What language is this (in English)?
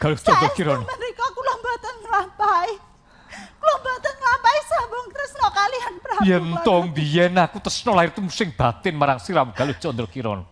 Javanese